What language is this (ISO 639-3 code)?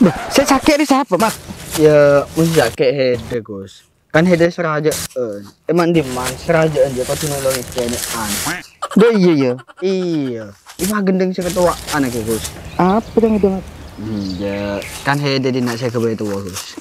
mad